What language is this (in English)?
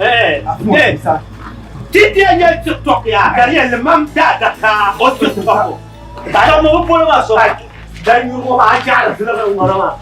Dagbani